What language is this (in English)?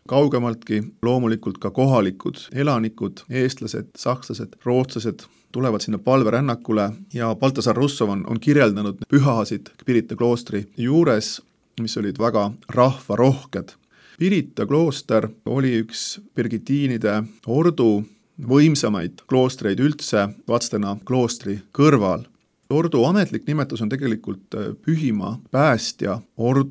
Estonian